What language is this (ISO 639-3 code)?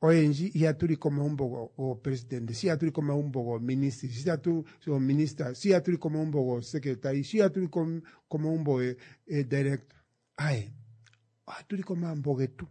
kua